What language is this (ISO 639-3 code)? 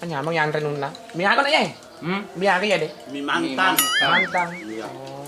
bug